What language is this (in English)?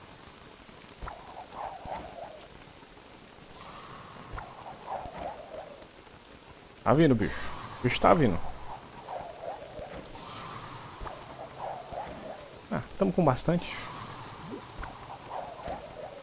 Portuguese